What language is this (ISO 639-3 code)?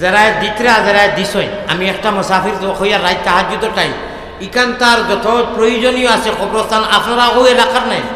syl